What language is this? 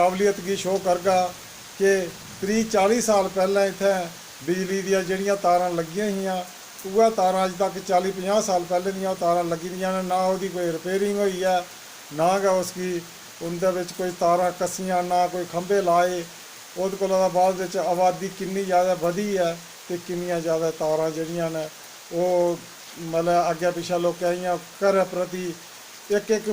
Dogri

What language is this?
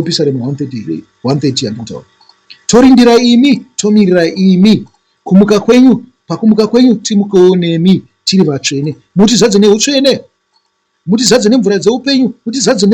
Shona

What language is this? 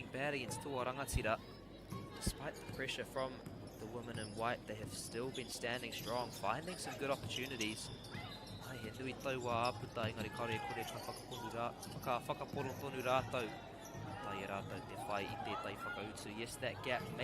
Māori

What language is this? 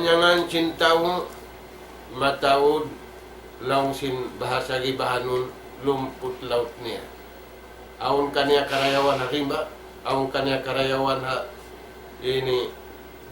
Tausug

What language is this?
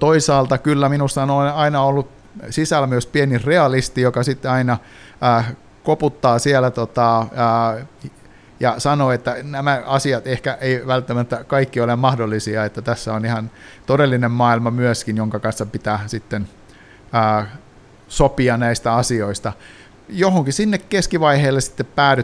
Finnish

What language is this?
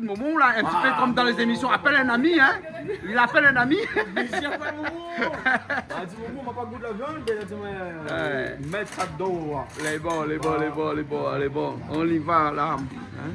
Réunion Creole French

